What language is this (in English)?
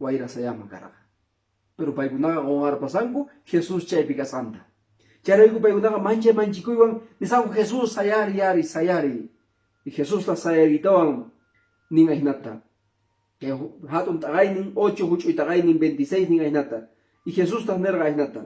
Quechua